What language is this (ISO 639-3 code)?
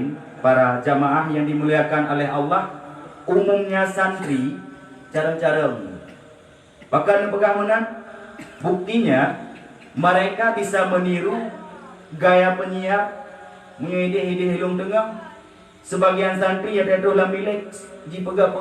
ace